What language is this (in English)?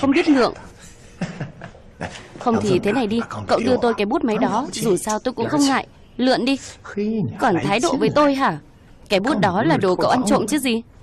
Vietnamese